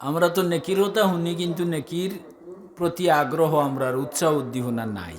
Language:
Sylheti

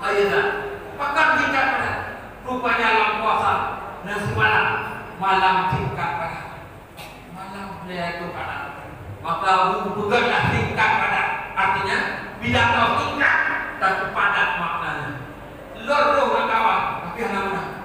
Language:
Achinese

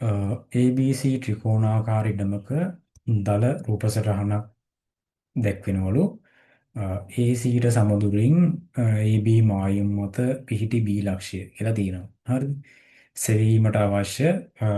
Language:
Sinhala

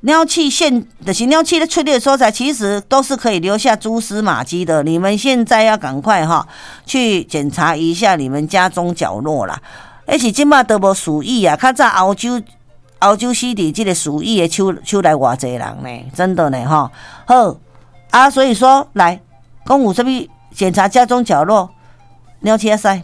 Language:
Min Nan Chinese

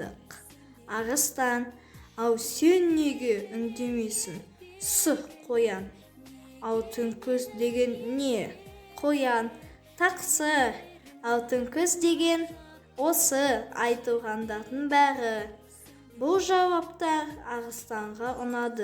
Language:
Kazakh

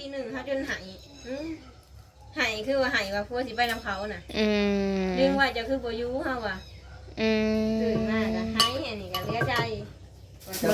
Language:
Northeastern Thai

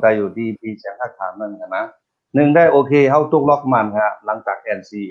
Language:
Shan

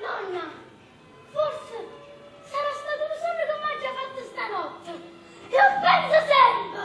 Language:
Neapolitan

